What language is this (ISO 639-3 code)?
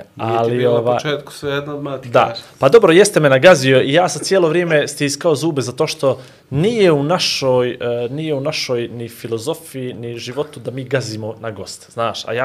bos